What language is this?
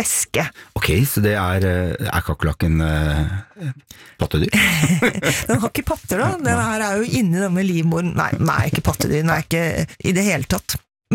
Norwegian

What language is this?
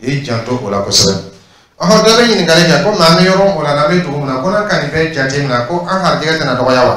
Dyula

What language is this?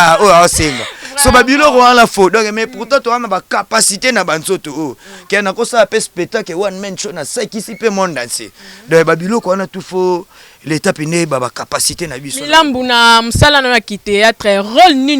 Lingala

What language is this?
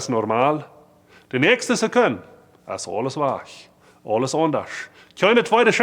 Plautdietsch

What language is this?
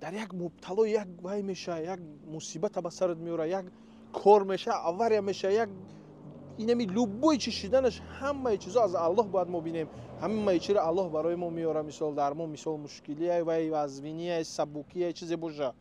Tajik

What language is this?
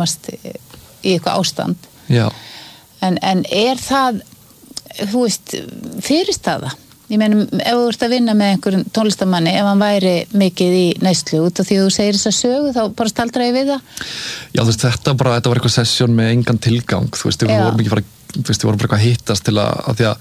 Icelandic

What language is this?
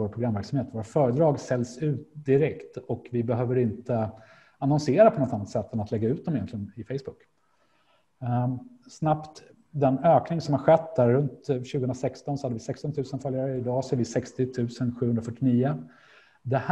Swedish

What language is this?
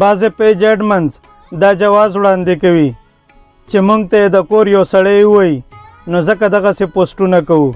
Pashto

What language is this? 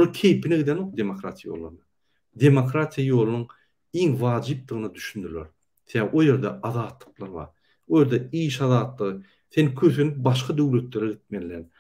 Turkmen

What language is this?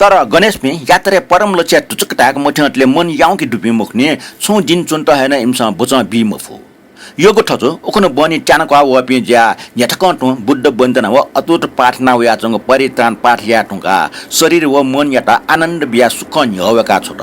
Newari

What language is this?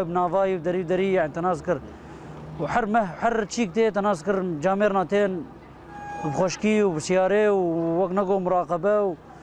Kurdish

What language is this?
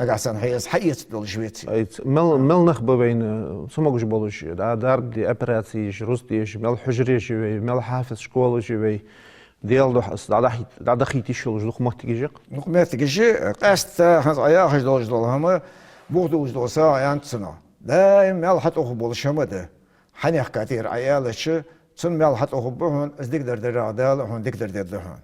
Ingush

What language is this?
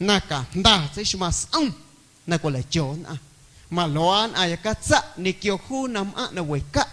Guerrero Amuzgo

